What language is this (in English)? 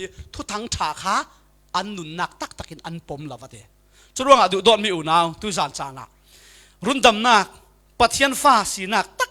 Falam Chin